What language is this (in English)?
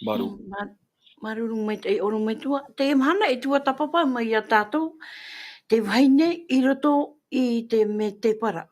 Tahitian